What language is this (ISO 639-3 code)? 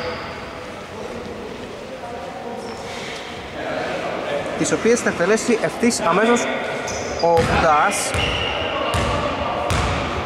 ell